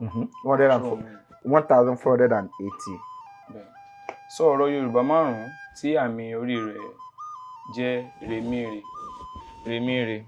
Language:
Yoruba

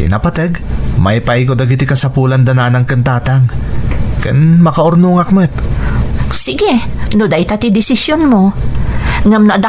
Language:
Iloko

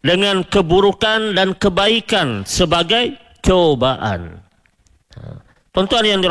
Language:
Malay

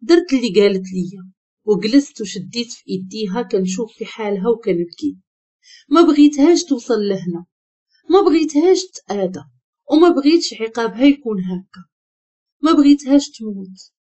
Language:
Moroccan Arabic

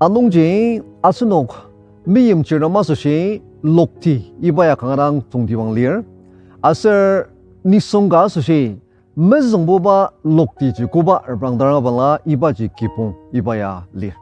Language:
Ao Naga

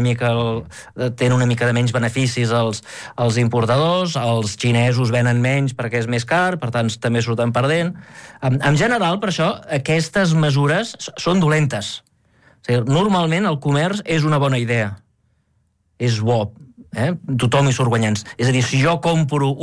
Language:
Catalan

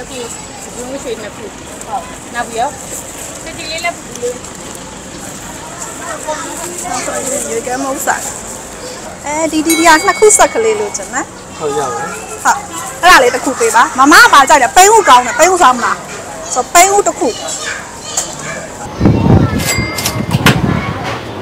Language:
Burmese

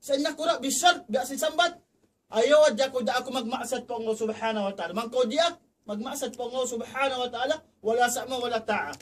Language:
Tausug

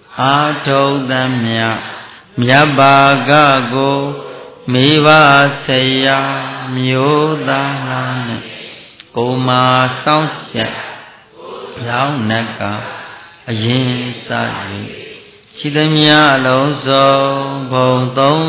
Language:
Burmese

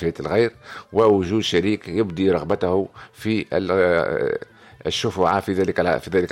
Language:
Tunisian Arabic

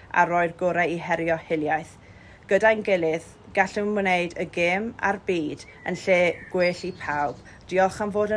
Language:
Welsh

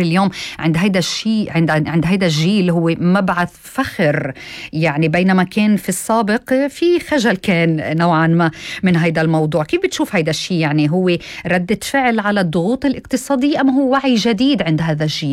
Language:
North Levantine Arabic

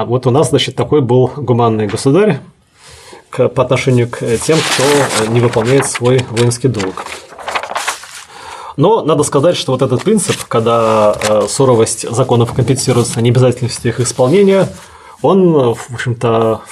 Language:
Russian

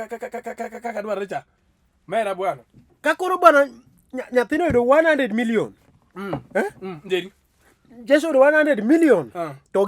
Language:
Luo (Kenya and Tanzania)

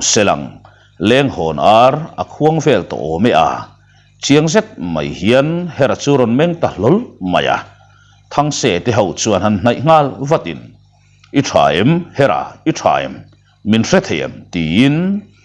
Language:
Mizo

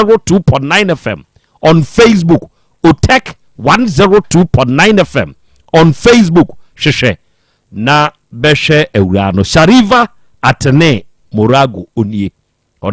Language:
Akan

